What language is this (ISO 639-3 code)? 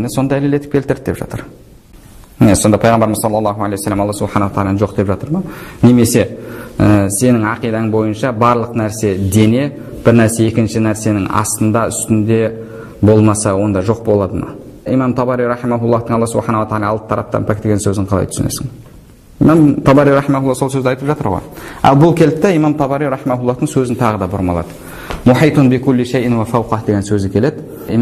kaz